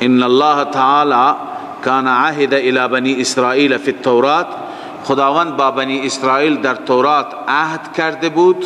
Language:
Persian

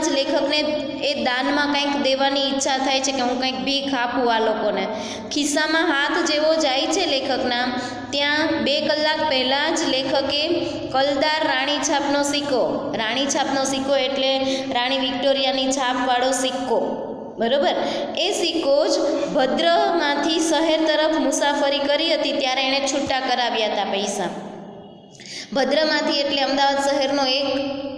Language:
Gujarati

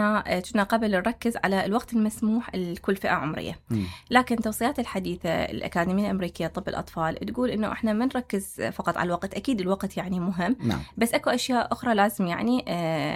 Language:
Mesopotamian Arabic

